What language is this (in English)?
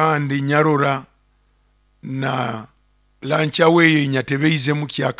Nyoro